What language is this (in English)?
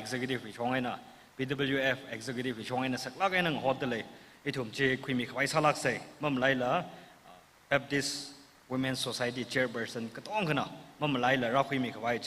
Tangkhul Naga (India)